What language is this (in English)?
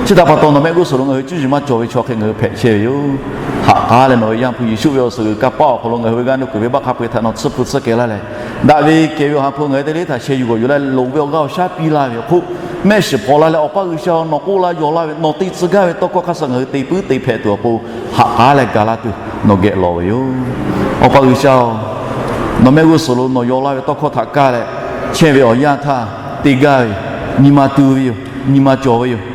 Lahu